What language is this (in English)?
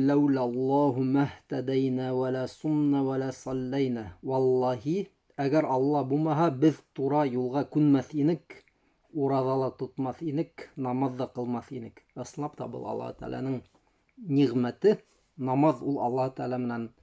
Bashkir